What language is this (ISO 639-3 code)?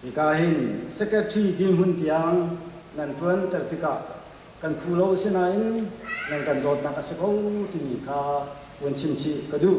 cnh